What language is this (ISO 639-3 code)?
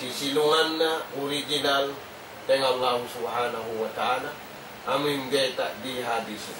tsg